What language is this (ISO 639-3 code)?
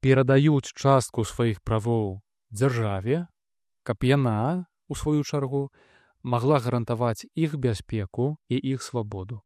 bel